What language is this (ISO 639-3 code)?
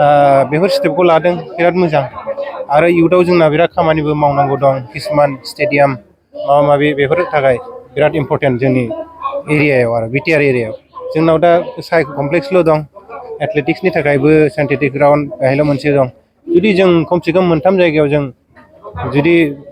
brx